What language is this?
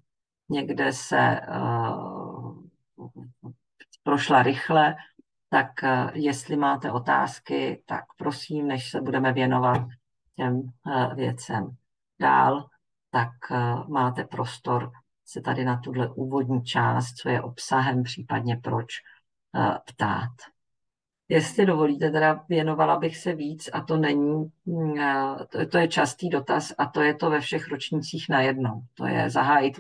Czech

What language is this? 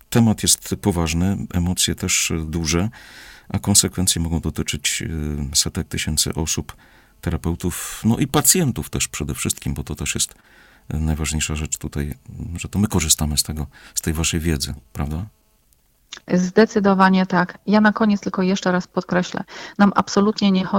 Polish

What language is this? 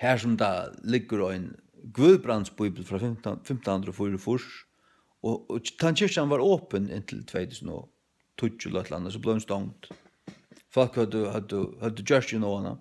Faroese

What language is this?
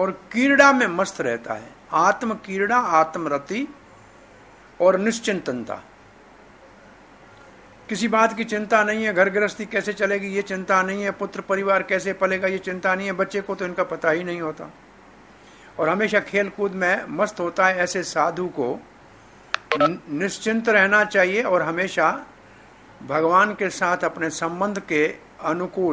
Hindi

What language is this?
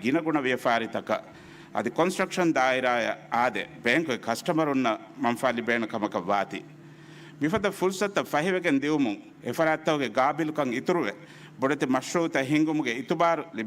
Divehi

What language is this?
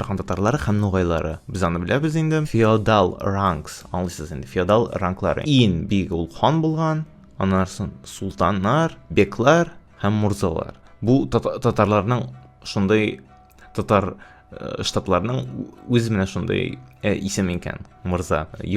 Tatar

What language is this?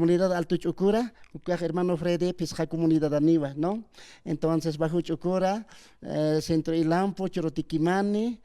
Aymara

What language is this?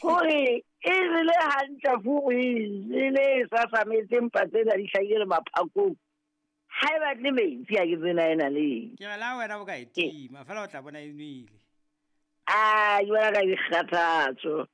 Southern Sotho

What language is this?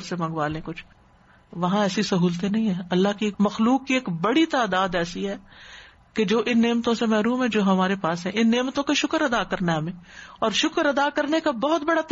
Urdu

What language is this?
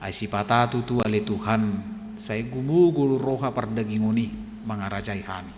Batak Toba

